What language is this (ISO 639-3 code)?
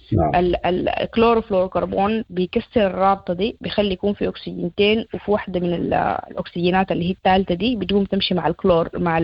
apd